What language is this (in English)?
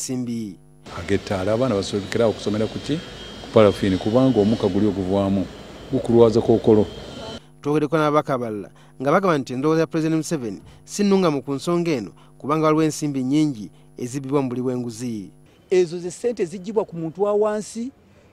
Ganda